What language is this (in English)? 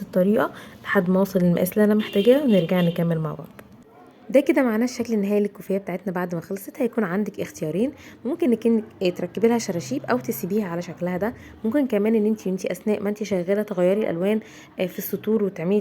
Egyptian Arabic